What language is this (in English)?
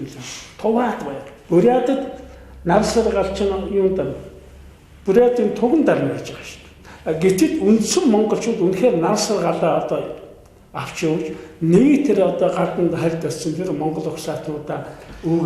Mongolian